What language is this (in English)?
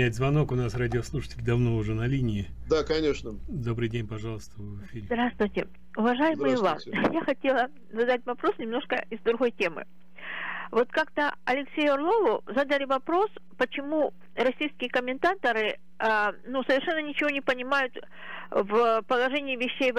Russian